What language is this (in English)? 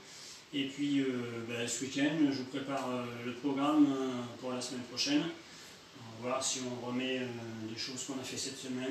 French